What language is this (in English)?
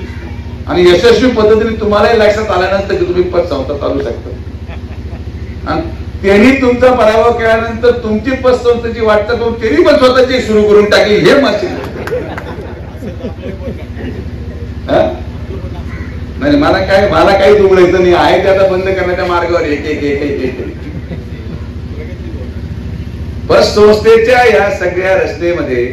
Marathi